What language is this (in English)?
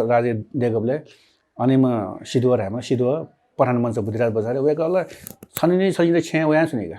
Newari